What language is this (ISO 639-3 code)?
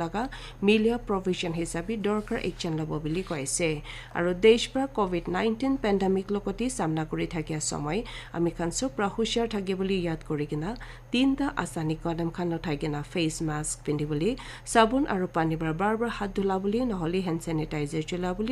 nag